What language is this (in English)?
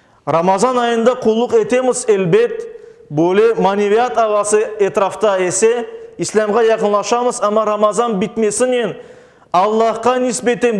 Crimean Tatar